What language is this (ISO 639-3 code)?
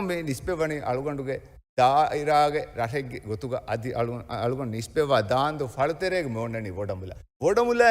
div